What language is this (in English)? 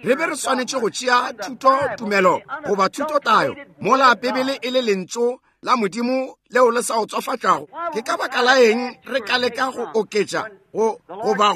Northern Sotho